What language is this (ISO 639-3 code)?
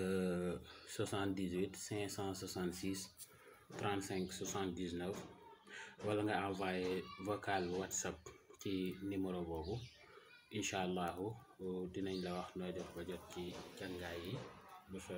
wol